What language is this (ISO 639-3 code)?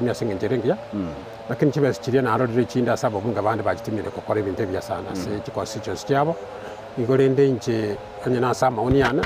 guz